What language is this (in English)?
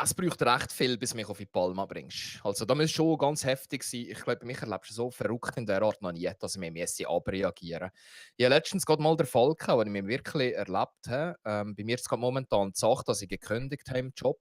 Swiss German